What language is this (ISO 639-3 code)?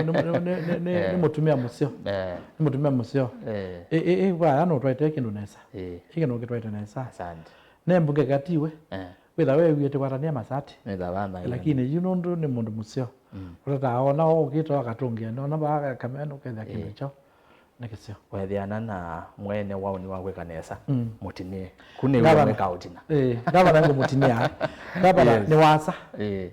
kam